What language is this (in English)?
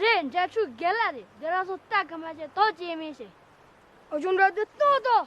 Tibetan